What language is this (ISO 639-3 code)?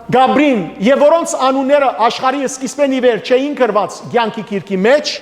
hyw